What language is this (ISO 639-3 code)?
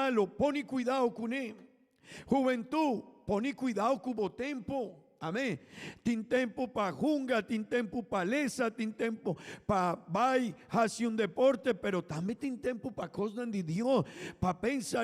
pap